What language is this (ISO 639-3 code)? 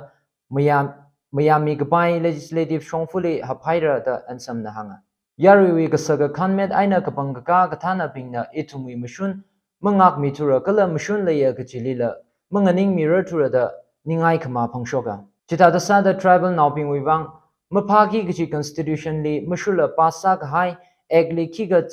nmf